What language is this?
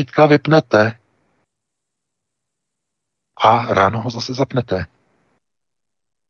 Czech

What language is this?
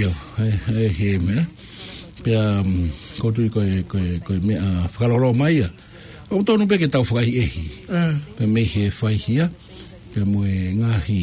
Tongan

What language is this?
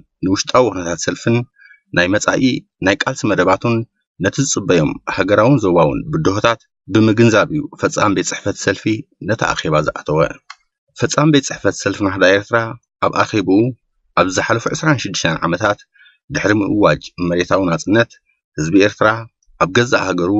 Tigrinya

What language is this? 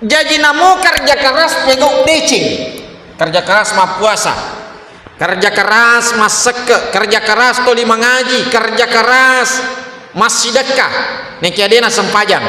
Buginese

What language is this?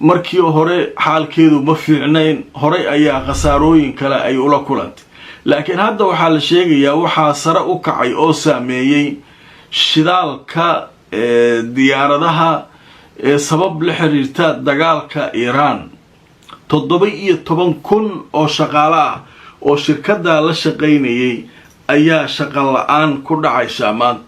Somali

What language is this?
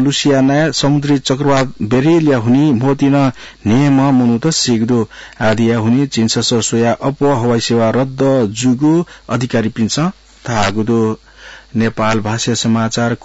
Newari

